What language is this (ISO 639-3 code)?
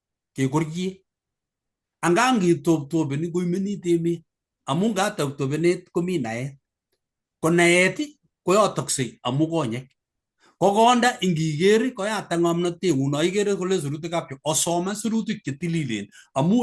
kln